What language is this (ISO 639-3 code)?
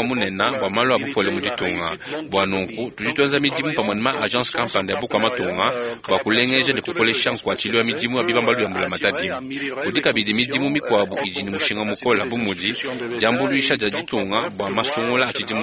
lua